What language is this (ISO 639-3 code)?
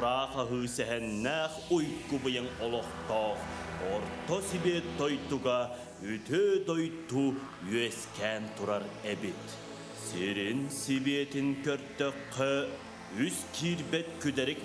sah